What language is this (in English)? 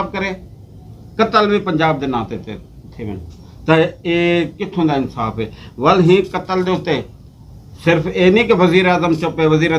Saraiki